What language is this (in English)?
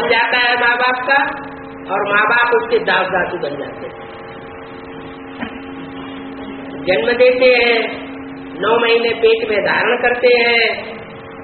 Hindi